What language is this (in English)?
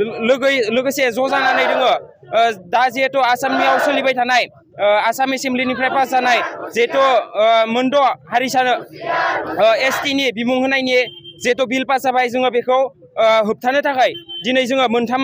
Bodo